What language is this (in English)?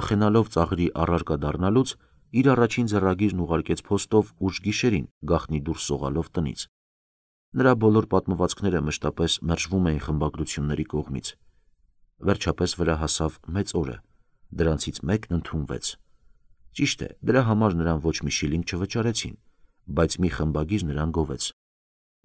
Armenian